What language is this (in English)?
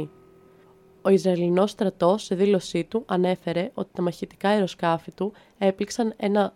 Greek